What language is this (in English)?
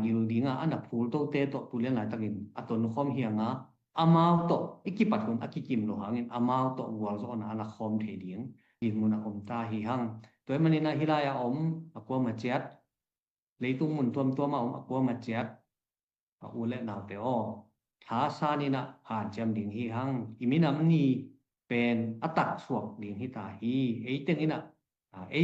Tedim Chin